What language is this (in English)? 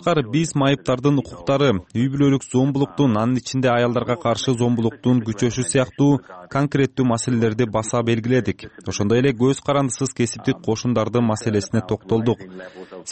Kyrgyz